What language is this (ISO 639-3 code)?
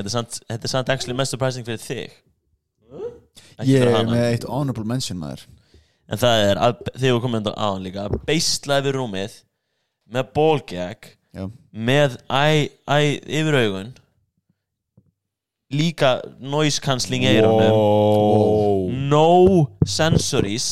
isl